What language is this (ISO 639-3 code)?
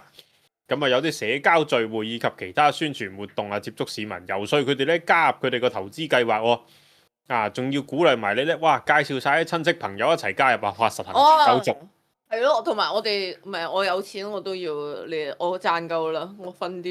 yue